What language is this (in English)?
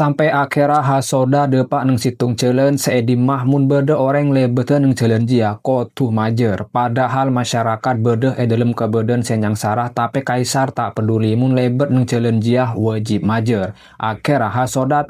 Madurese